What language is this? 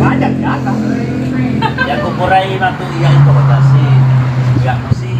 Buginese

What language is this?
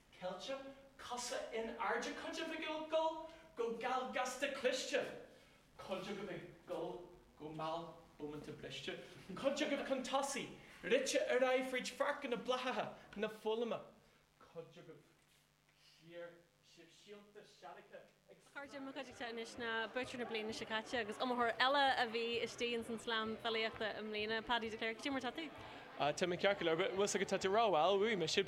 Irish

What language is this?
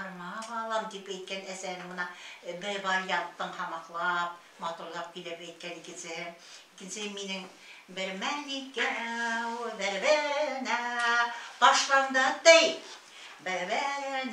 Bashkir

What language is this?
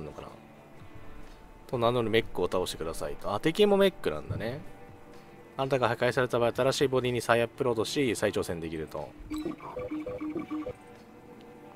Japanese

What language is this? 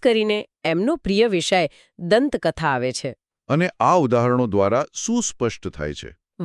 Gujarati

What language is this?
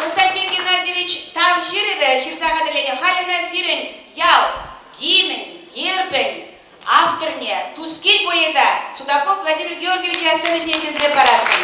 Chuvash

